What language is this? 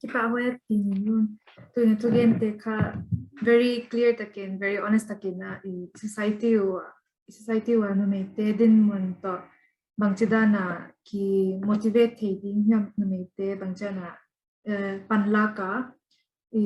Paite Chin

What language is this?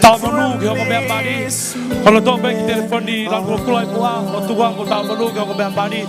Tongan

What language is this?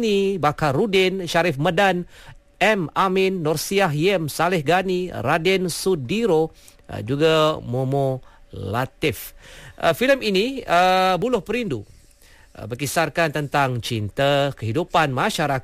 Malay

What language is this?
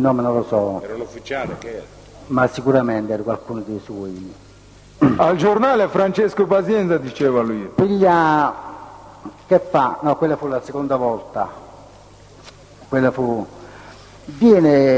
Italian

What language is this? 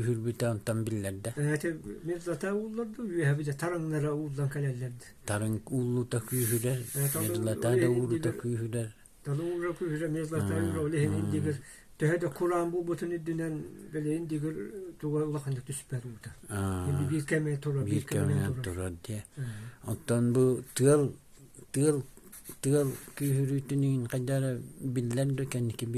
Yakut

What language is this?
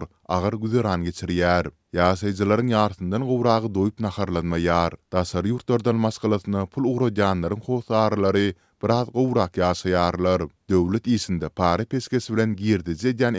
Turkmen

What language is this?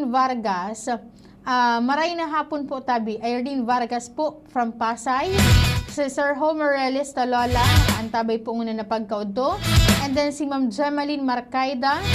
Bikol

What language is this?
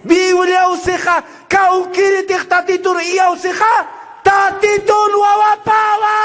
Aymara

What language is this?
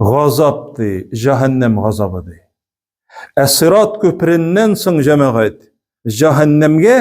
Tatar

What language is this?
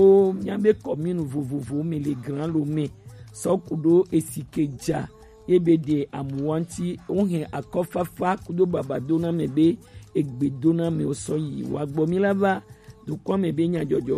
Gen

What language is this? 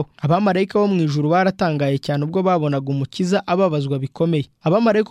Kinyarwanda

